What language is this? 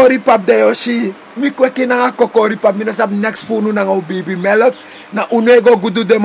Sranan Tongo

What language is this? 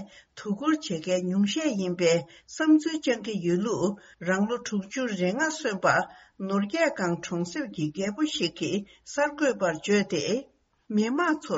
Tibetan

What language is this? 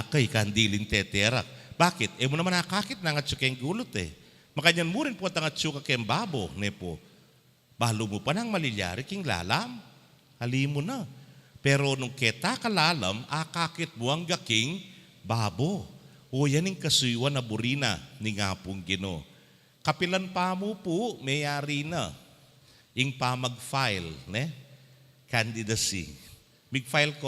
Pampanga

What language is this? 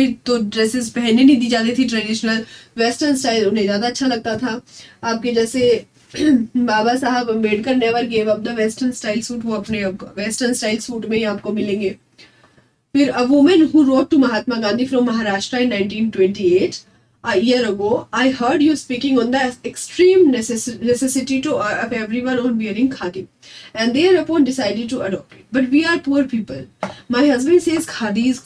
Hindi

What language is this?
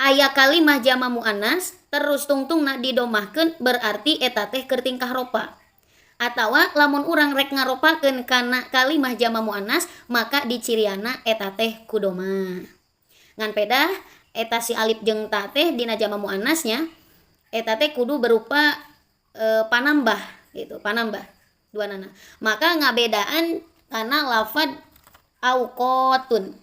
Sundanese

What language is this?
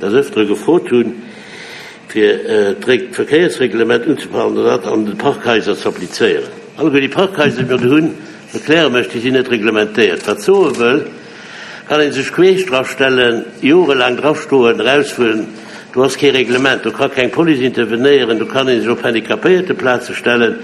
Luxembourgish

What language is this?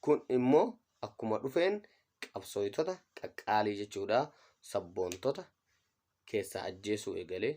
Oromo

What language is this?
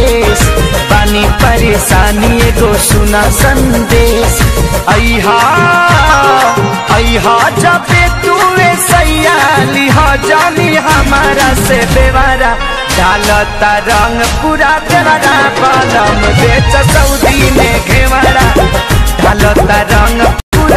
Bhojpuri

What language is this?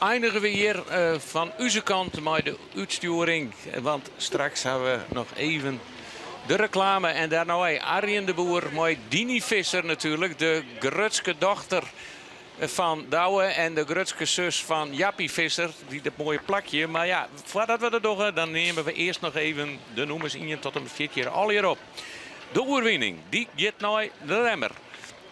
Western Frisian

